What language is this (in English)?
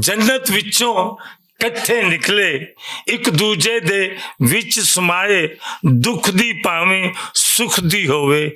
Western Panjabi